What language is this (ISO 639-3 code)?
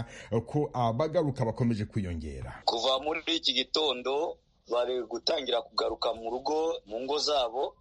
kin